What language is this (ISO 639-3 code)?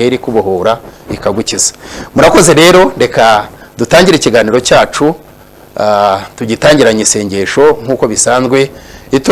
kin